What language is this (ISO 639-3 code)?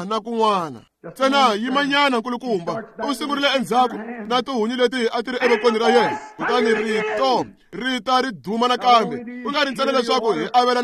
tso